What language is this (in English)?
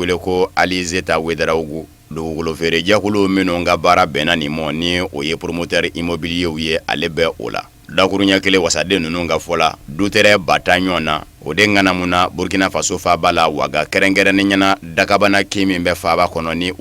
Bambara